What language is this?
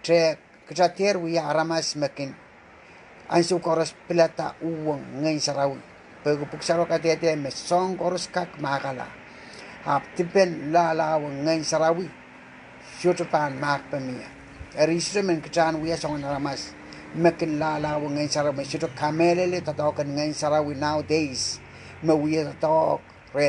Pohnpeian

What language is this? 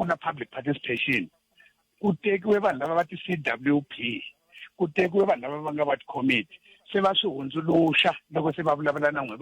Tsonga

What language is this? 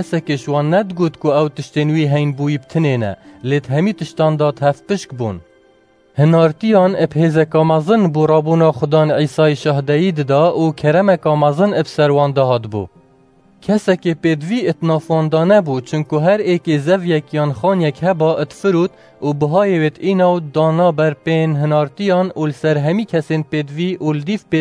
Kurdish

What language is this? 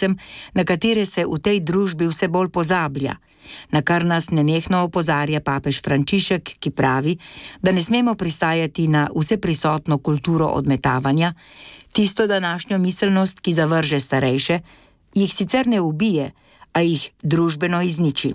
Slovenian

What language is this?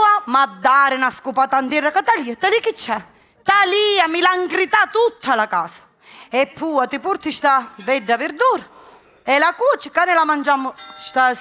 Sicilian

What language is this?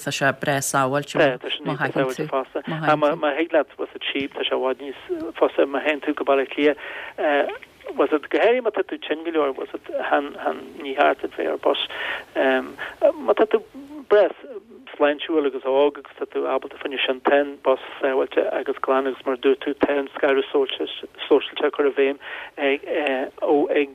Irish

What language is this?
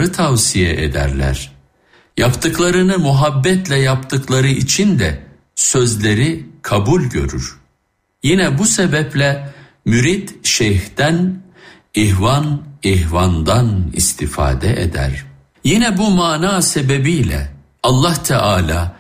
Turkish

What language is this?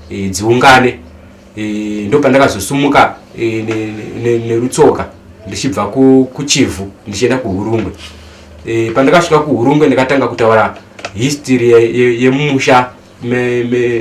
Shona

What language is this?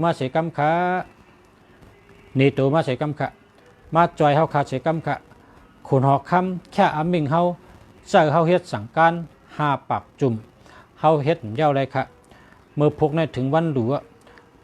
Shan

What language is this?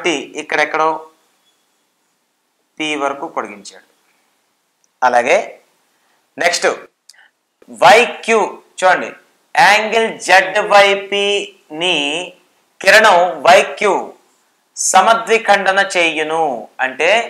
Telugu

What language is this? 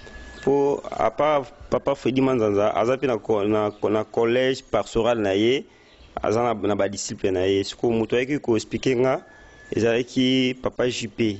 Lingala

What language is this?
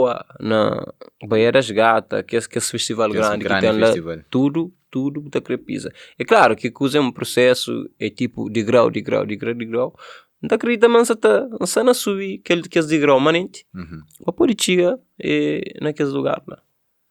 Kabuverdianu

